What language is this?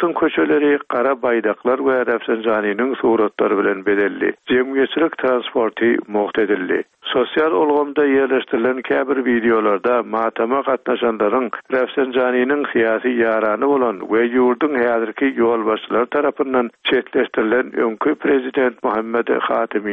Turkmen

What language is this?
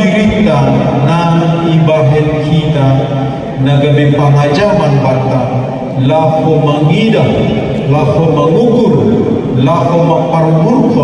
Batak Simalungun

